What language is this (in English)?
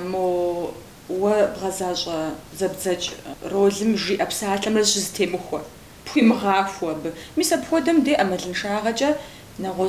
Kabardian